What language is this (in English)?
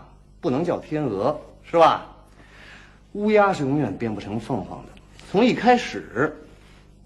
Chinese